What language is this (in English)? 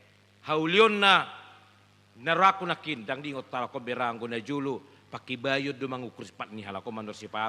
Batak Toba